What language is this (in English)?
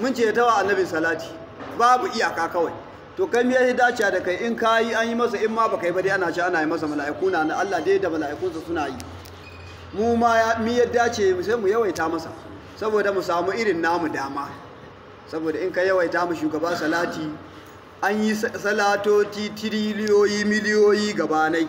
Hausa